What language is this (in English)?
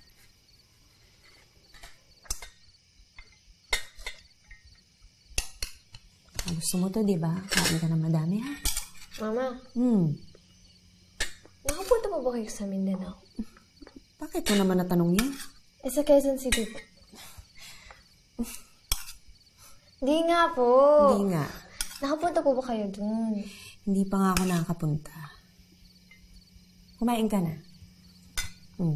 Filipino